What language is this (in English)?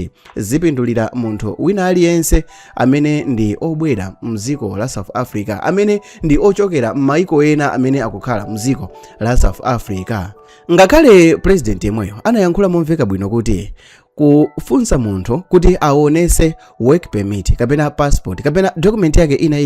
Nyanja